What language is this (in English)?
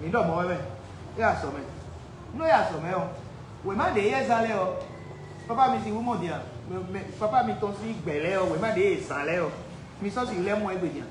Fon